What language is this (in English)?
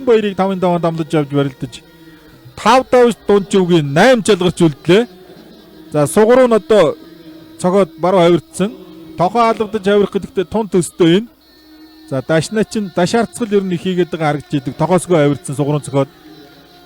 Mongolian